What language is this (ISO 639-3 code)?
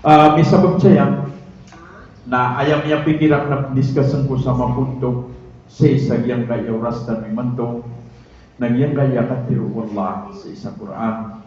mrw